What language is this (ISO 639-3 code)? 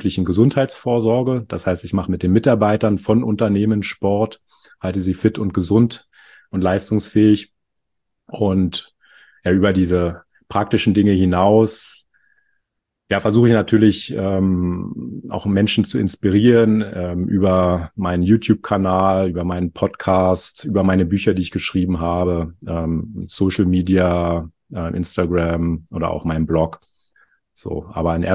deu